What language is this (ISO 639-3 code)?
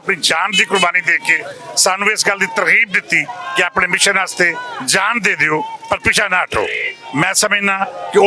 lah